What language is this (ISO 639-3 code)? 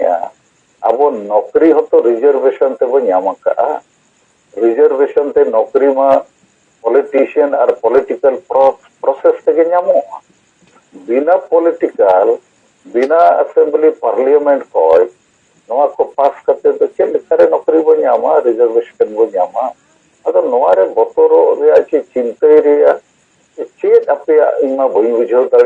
sat